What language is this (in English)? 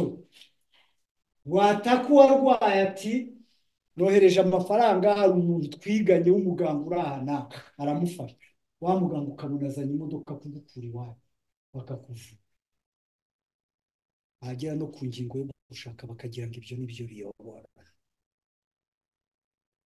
Kinyarwanda